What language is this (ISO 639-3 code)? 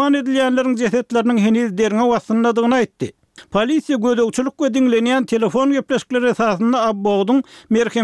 tuk